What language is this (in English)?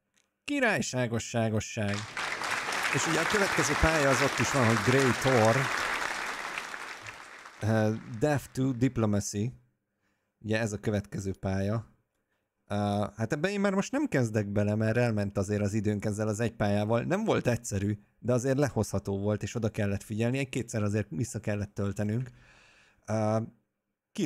Hungarian